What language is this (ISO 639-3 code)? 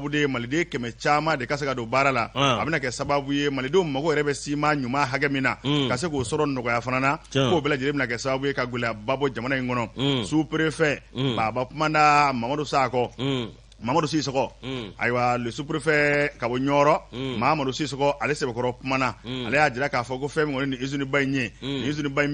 bam